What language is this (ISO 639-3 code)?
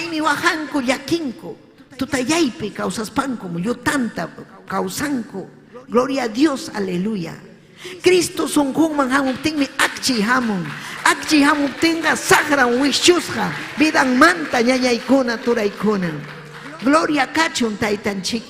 quy